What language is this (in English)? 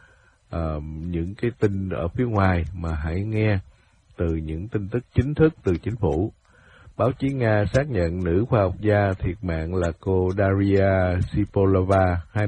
Vietnamese